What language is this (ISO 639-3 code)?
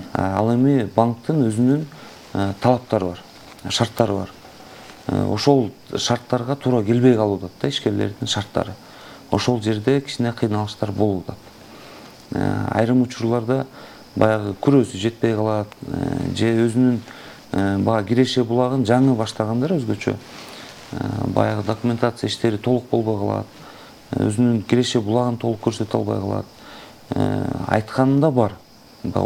kir